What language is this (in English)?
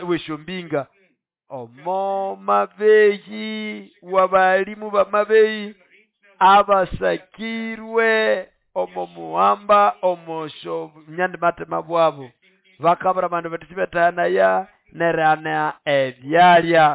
Nande